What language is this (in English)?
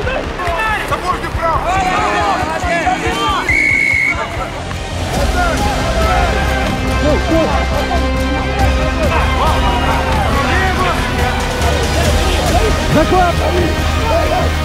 Russian